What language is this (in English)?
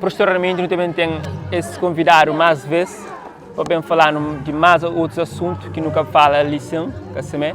Kabuverdianu